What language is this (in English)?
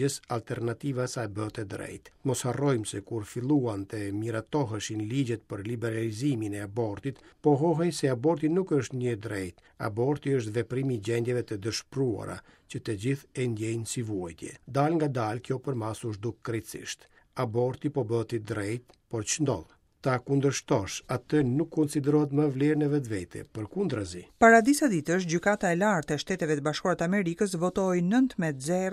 Albanian